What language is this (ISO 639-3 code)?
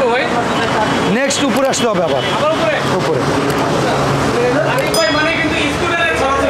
ben